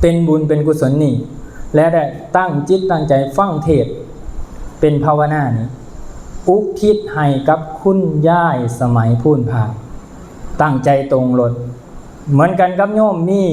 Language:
Lao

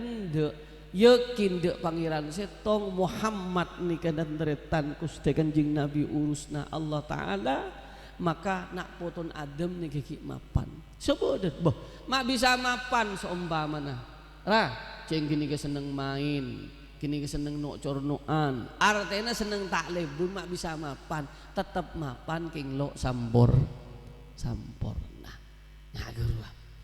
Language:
Madurese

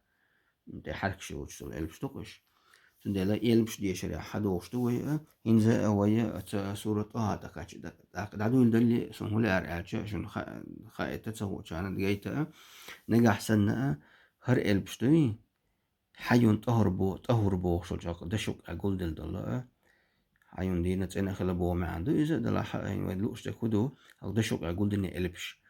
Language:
Chechen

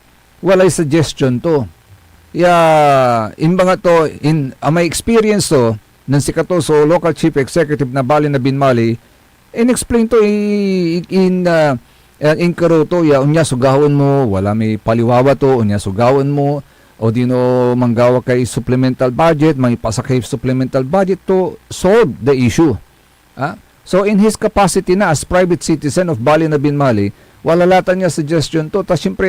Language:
Pangasinan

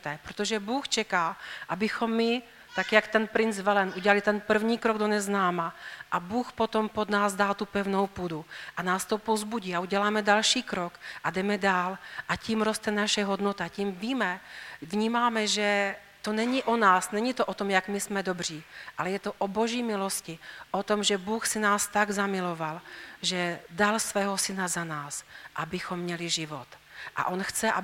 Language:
Czech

